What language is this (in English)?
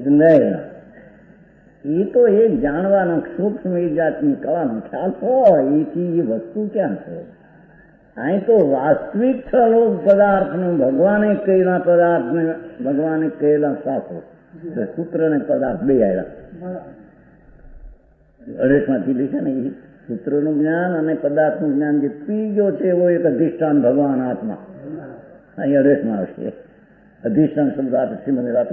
Gujarati